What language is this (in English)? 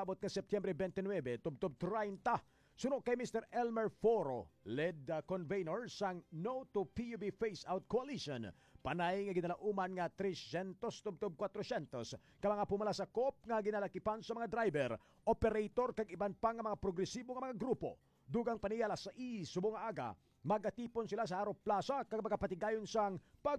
Hiligaynon